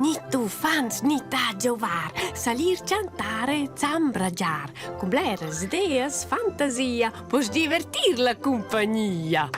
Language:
Romansh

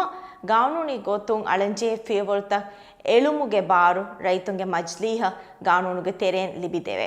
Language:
Divehi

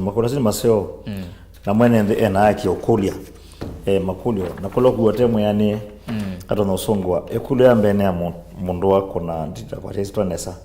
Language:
Kamba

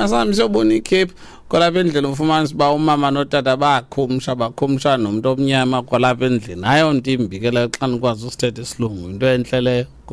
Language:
Xhosa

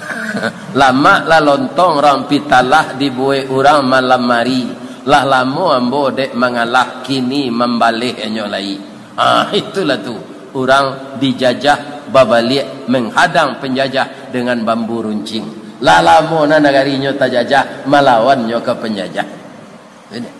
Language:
Minangkabau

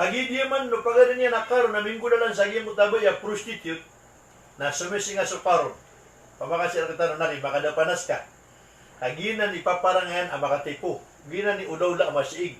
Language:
Maranao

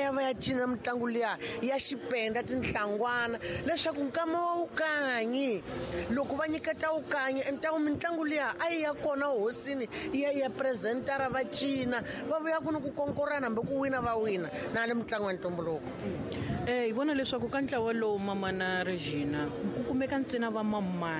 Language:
Tsonga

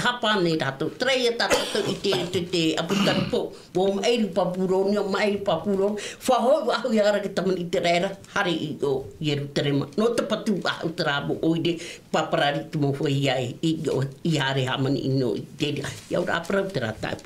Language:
Tahitian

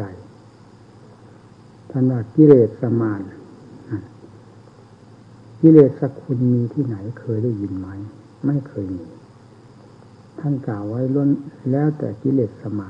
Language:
Thai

